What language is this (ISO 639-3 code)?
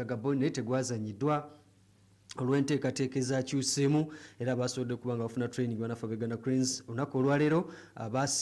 lug